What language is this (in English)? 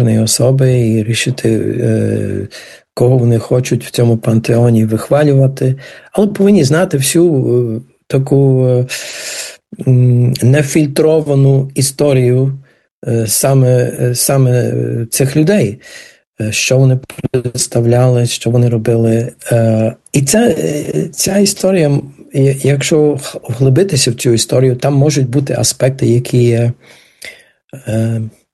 Ukrainian